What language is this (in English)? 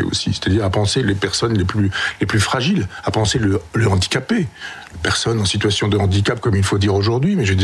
French